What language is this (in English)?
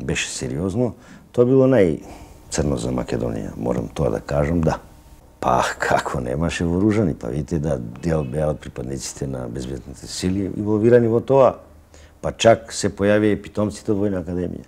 Macedonian